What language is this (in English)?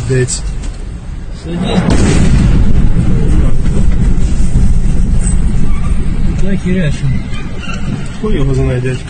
Ukrainian